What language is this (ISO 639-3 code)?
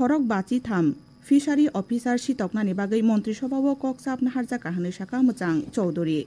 trp